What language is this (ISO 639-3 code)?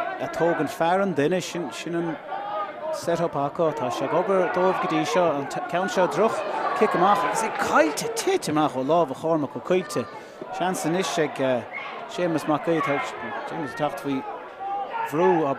gle